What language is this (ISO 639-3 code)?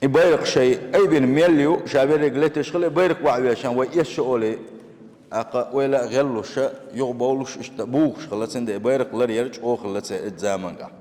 che